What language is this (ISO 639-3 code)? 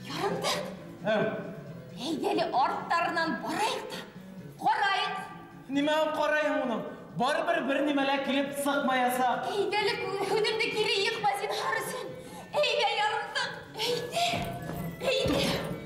bak